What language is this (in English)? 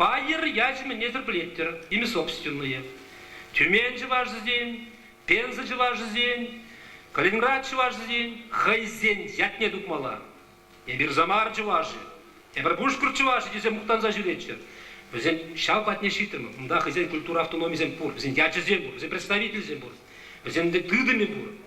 Chuvash